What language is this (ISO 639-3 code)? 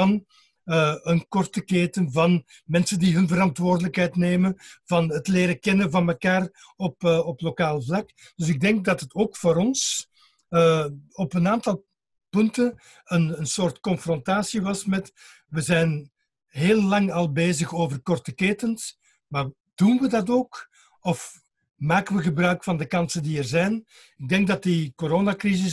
nld